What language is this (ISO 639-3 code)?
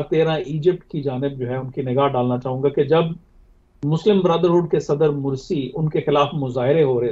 urd